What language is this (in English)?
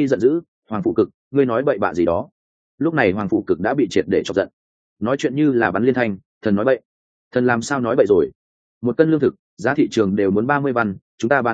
Vietnamese